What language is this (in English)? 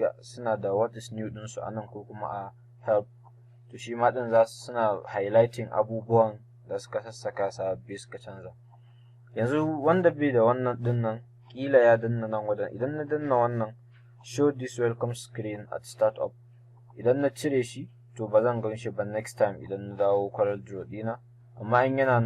Hausa